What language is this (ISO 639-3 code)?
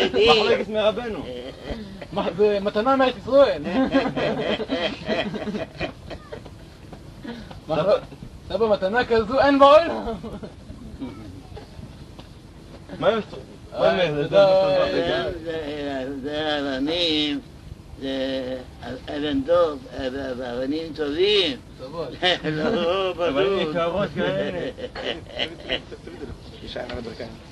heb